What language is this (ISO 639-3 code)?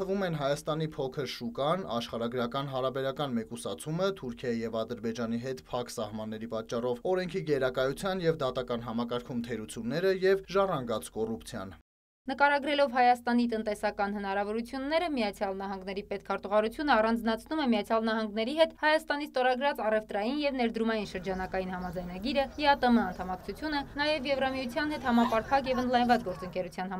hye